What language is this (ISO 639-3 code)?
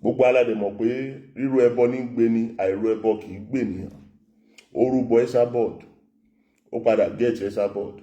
yor